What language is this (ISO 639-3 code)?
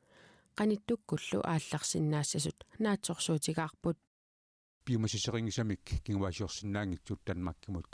kal